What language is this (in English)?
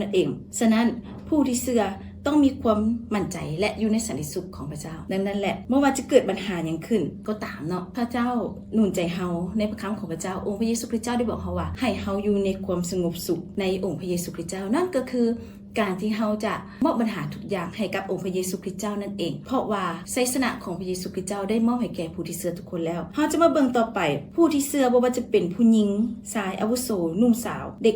Lao